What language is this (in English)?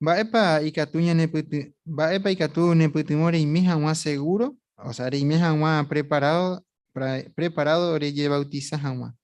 Guarani